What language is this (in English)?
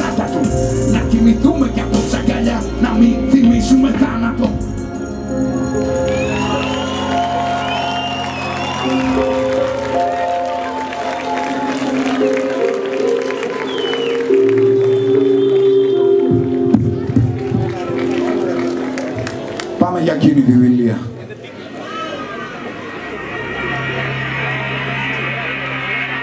Greek